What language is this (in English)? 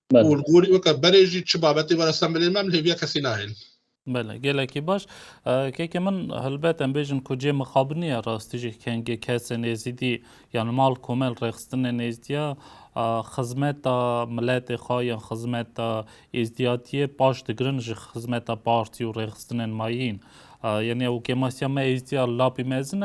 Kurdish